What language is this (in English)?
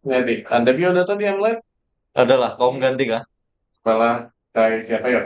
Banjar